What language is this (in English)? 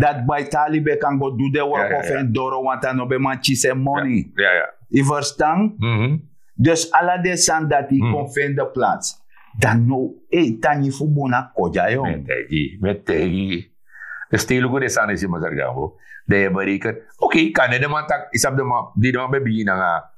Sranan Tongo